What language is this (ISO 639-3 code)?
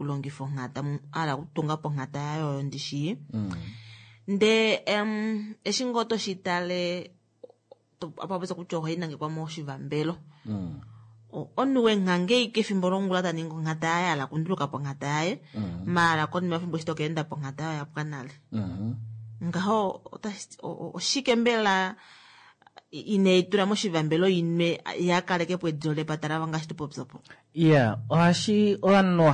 kua